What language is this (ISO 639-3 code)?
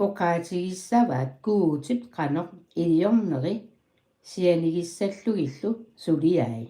kal